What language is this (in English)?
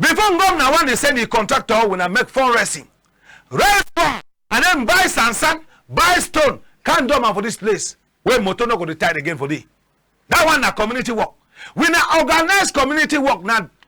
Cameroon Pidgin